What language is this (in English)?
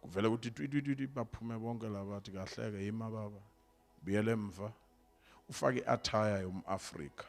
Zulu